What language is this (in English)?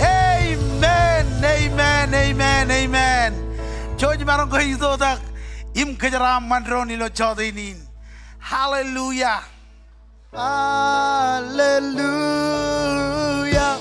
Marshallese